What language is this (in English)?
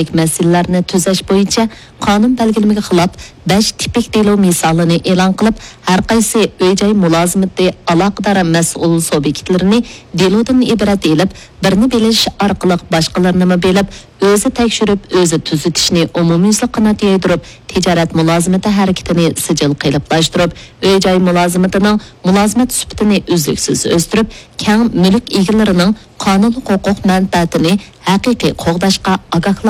Uyghur